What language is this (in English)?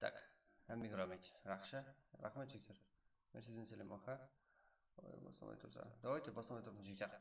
Kara-Kalpak